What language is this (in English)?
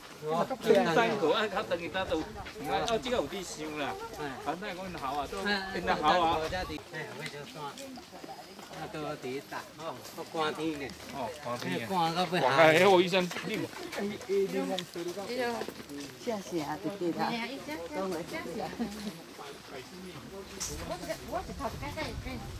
Chinese